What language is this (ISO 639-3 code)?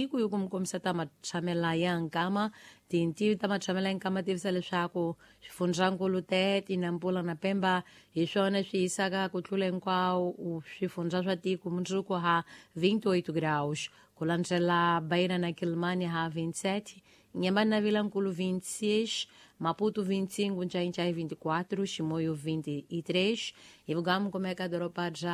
tso